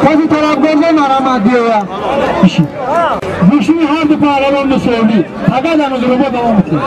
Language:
Tajik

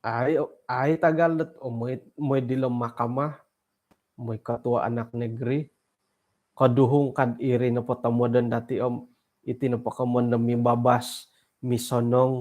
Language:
Central Dusun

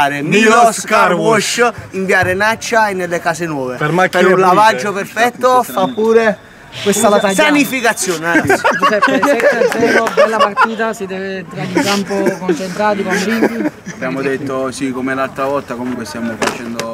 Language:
Italian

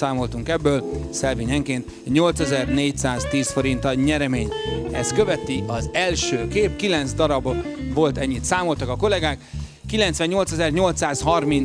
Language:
Hungarian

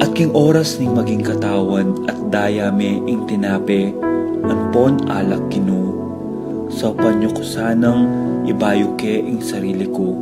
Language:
Pampanga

